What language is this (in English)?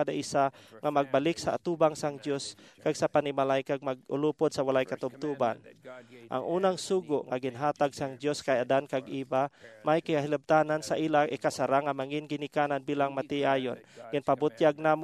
Hiligaynon